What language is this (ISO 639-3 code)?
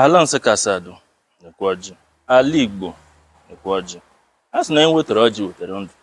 ibo